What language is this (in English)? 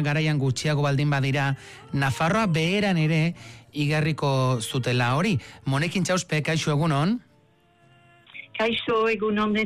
Basque